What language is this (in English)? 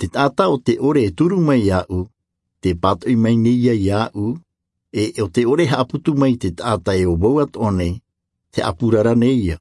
Tahitian